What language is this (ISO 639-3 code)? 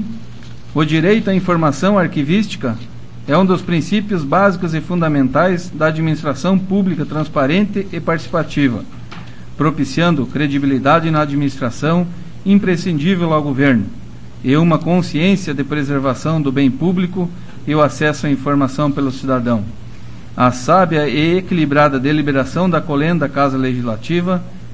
por